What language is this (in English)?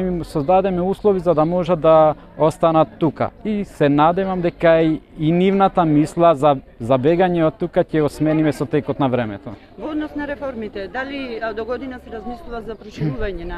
Macedonian